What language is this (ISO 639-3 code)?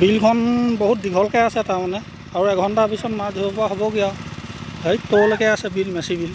asm